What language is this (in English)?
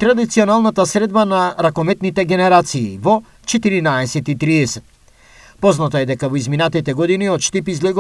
Macedonian